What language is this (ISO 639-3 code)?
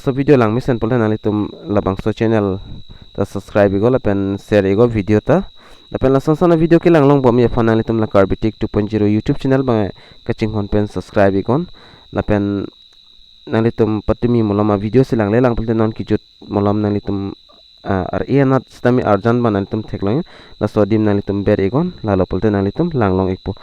mjw